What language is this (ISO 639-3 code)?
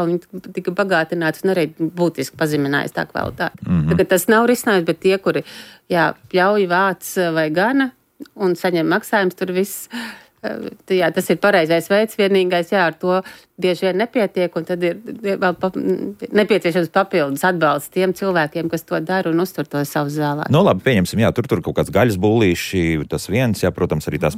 lav